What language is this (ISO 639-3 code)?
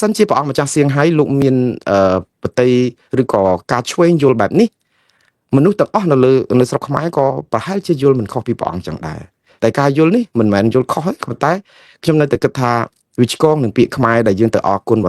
khm